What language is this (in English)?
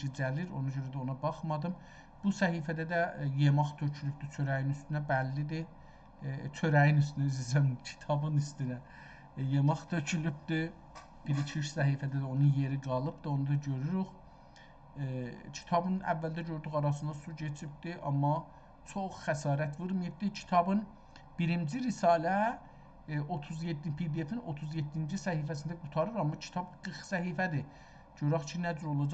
South Azerbaijani